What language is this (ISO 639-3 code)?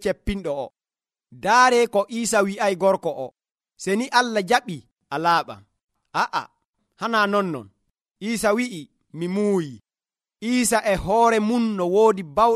fuv